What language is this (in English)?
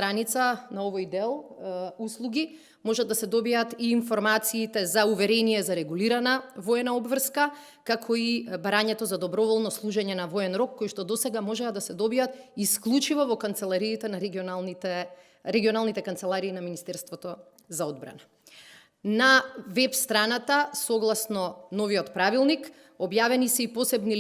Macedonian